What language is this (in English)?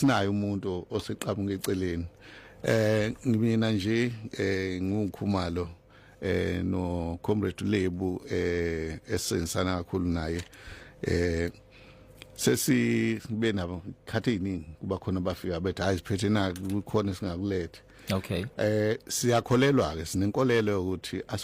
Zulu